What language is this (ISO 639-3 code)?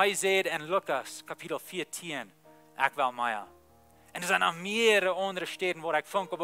pdt